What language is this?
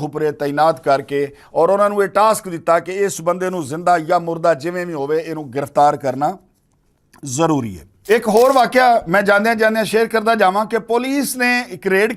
Western Panjabi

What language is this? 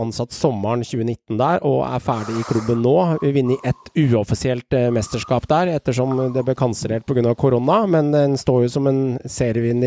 Norwegian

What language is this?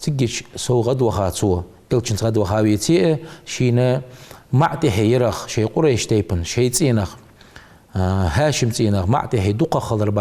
Ingush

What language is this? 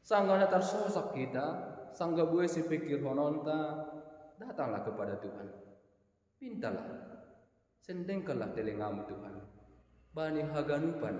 Batak Simalungun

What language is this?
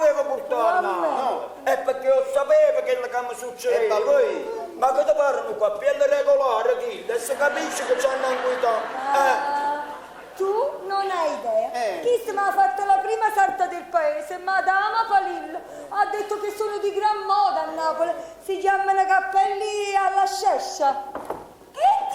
Neapolitan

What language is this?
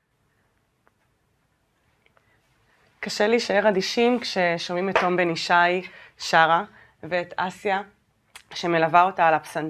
Hebrew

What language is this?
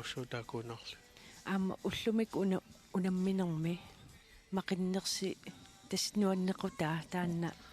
Kalaallisut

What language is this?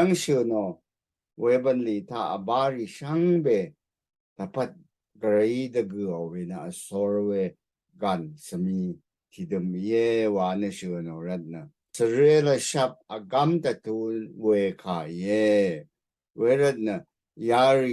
Rawang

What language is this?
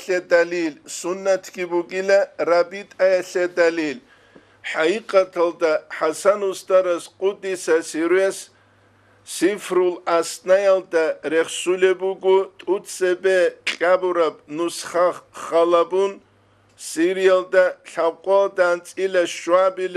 Avaric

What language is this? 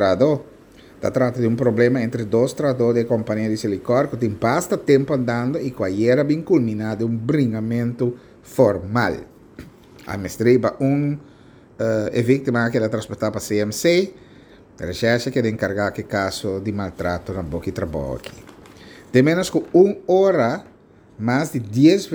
Papiamento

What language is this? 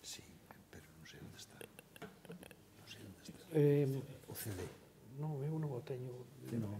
Galician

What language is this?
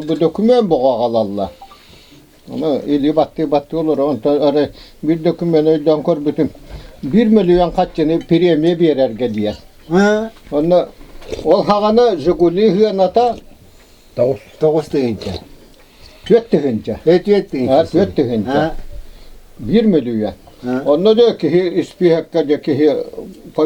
Yakut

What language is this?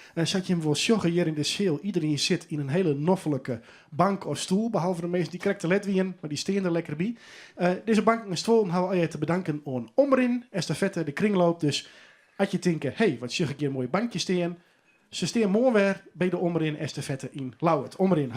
Western Frisian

